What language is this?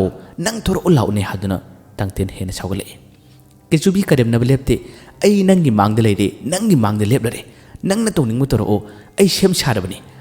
Manipuri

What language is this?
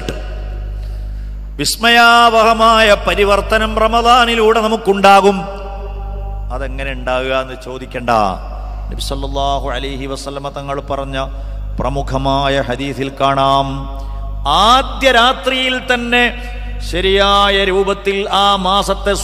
Malayalam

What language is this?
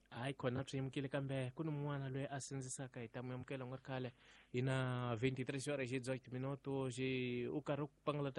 Tsonga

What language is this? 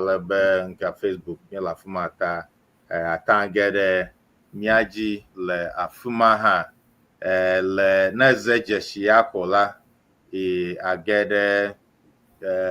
Ewe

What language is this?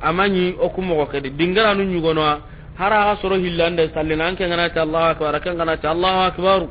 Soninke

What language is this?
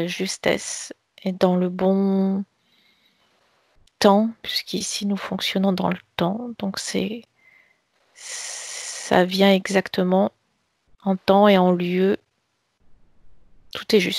French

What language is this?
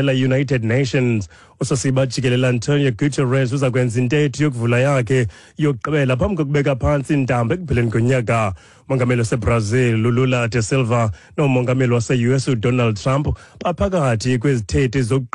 Xhosa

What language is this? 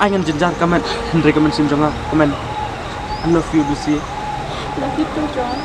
Khasi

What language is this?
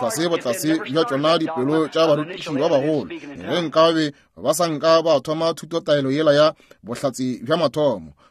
Northern Sotho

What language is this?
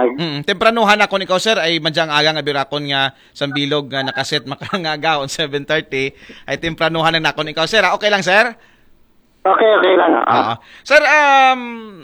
Aklanon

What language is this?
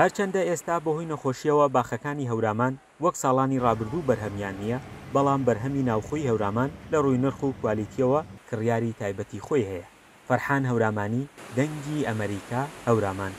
Central Kurdish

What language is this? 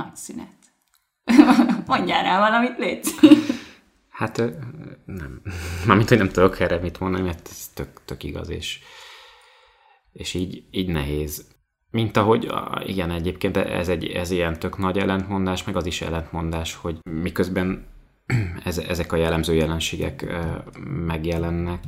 Hungarian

